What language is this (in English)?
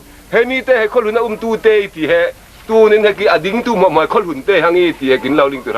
Falam Chin